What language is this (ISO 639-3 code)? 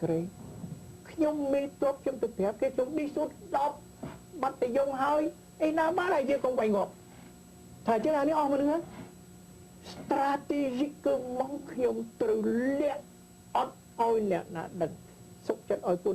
khm